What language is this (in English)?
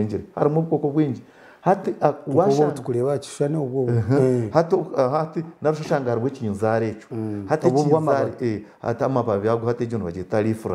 Nyankole